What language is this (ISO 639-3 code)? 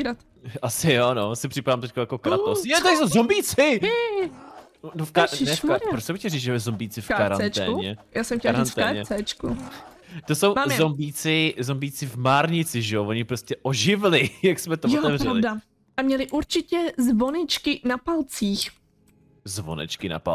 ces